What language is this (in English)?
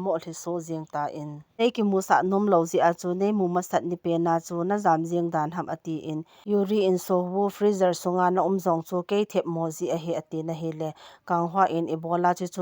Thado Chin